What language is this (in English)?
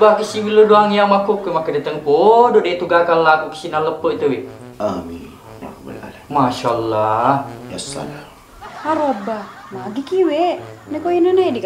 Buginese